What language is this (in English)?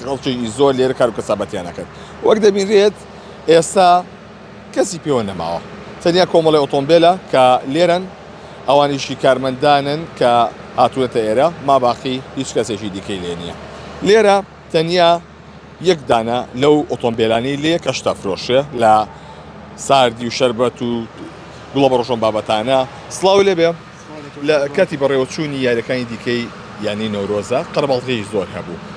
Central Kurdish